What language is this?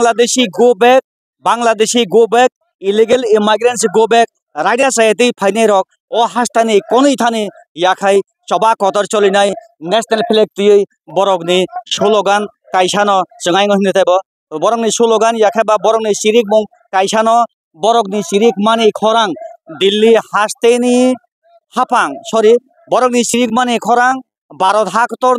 Kok Borok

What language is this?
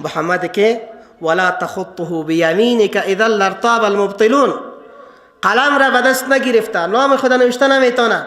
Persian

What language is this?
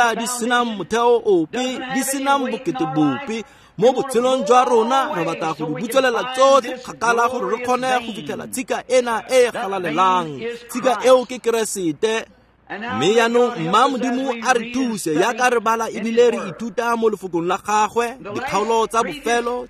Tswana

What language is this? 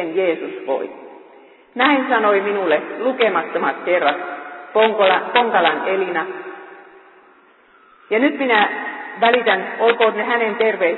Finnish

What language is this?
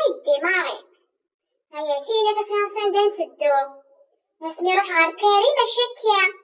Kabyle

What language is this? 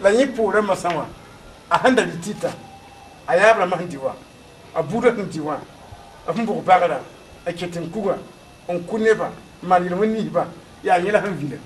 Mossi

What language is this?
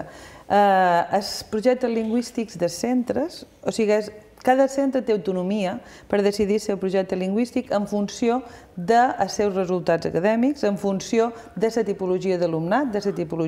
Catalan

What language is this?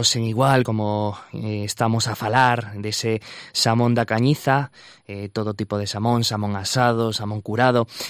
Galician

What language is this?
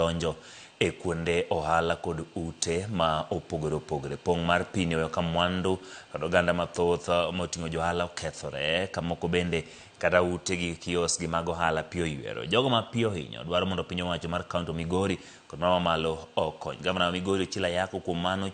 Luo (Kenya and Tanzania)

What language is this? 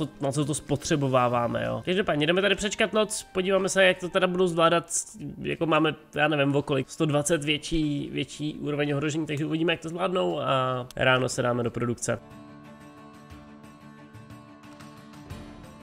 Czech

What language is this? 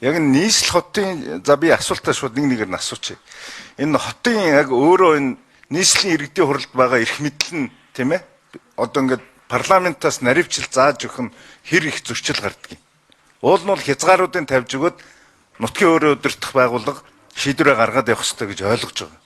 Mongolian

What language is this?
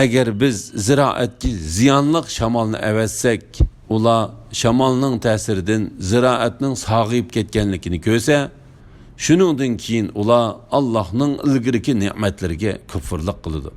Uyghur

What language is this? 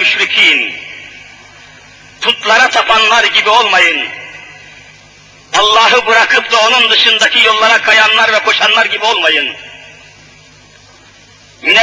Turkish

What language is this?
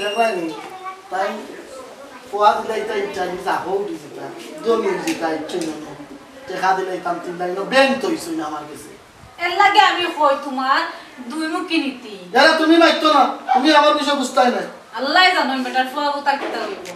Sylheti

